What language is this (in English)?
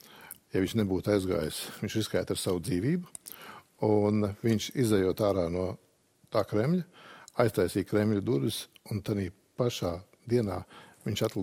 Latvian